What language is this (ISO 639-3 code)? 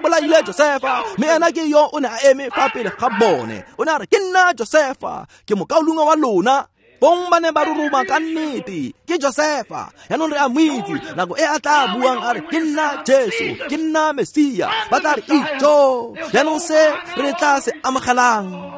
tsn